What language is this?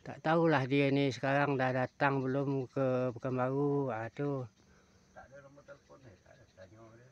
Minangkabau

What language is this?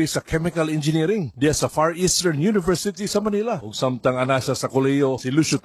Cebuano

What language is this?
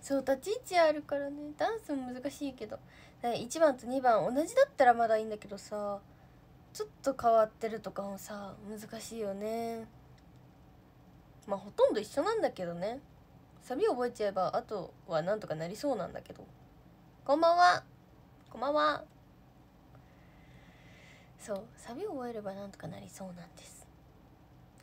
Japanese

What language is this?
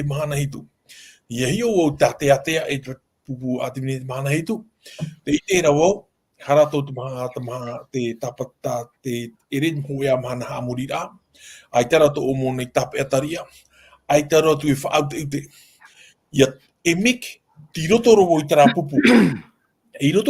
Tahitian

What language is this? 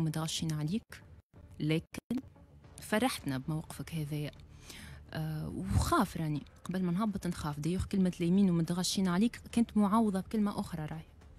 Tunisian Arabic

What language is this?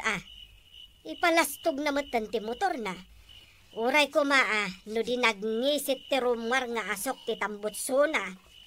Iloko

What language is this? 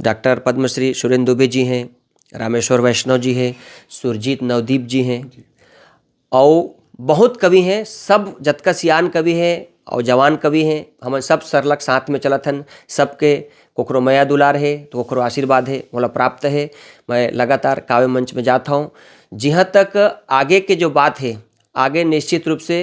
Chhattisgarhi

